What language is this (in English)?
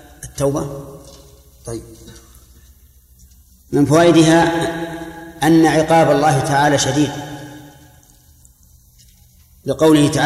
Arabic